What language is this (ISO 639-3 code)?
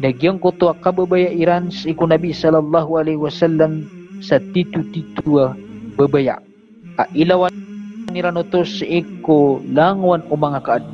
mrw